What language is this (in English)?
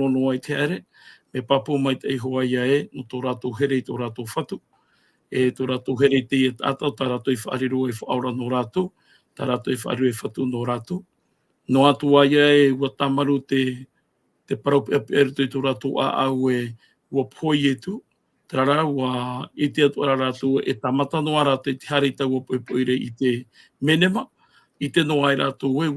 Tahitian